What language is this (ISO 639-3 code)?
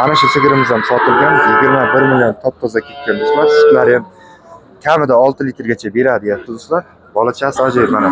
uzb